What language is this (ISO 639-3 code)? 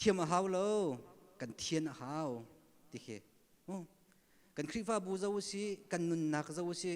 cnh